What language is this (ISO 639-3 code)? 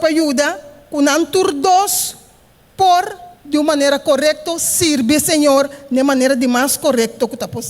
pap